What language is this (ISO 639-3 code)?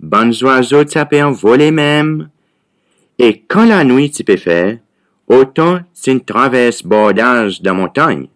crs